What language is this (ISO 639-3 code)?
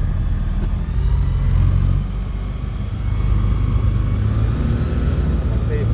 nld